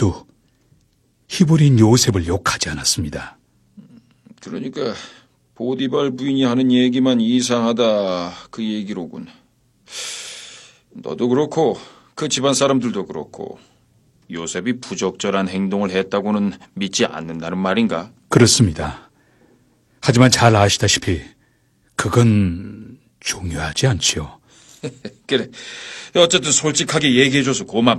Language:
Korean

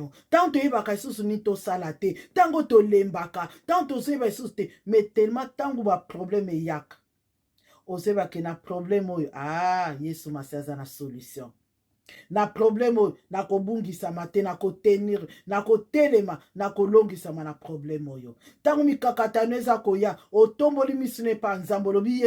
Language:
Lingala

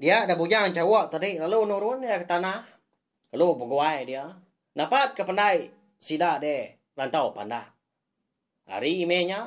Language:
Iban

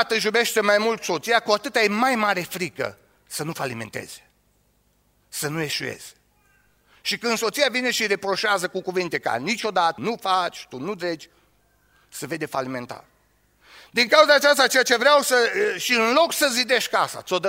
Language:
Romanian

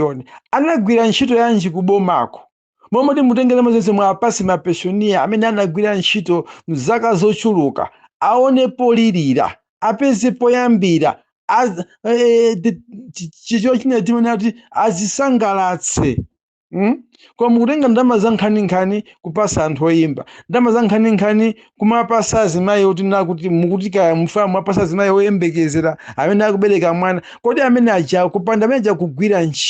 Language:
Nyanja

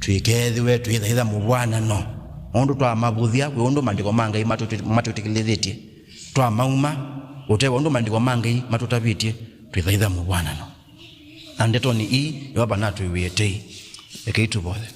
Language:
Kamba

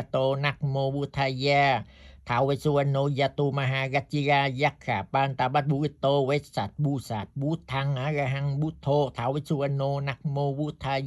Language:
Pali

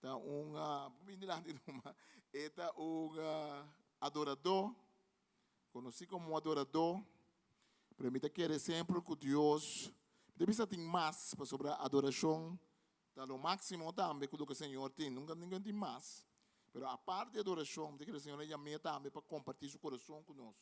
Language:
Papiamento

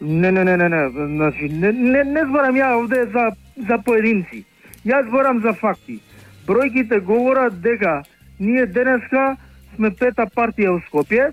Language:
Macedonian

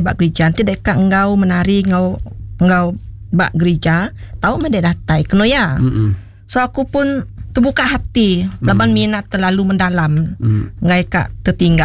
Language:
Iban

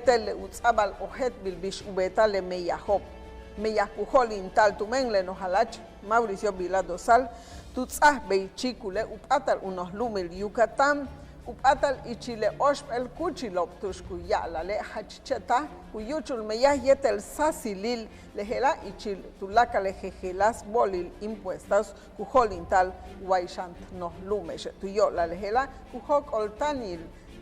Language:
Yucateco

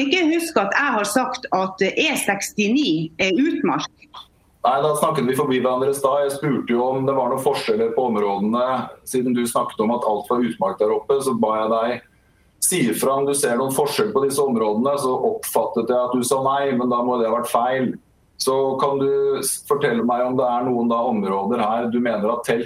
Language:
Norwegian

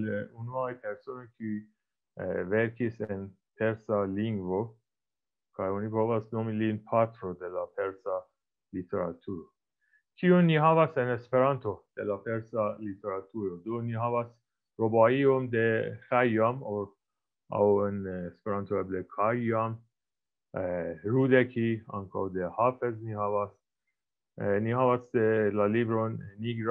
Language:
Esperanto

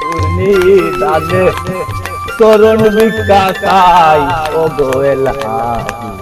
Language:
Sylheti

